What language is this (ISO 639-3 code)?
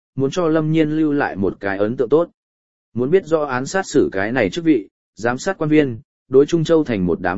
vie